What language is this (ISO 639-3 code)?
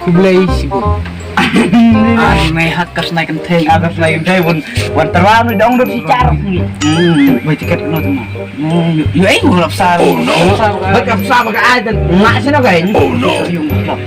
kha